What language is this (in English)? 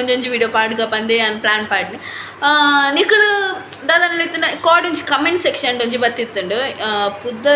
Tulu